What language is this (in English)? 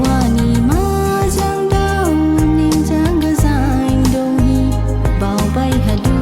Dimasa